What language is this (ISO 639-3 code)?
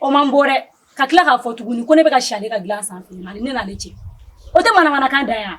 bam